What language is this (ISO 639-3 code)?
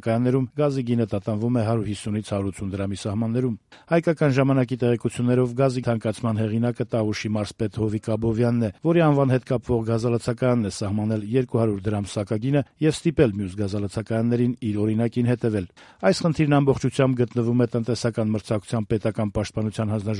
hye